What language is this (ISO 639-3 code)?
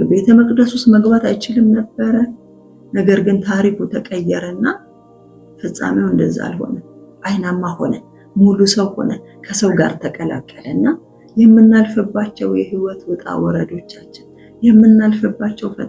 amh